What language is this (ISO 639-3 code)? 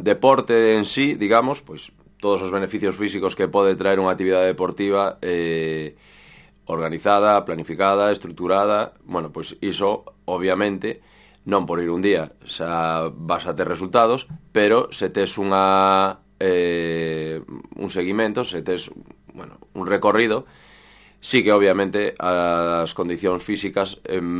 glg